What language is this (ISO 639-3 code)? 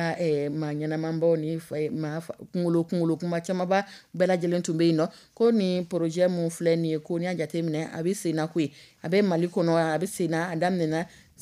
dyu